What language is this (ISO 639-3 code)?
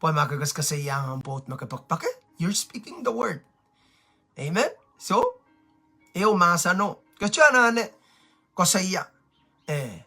pon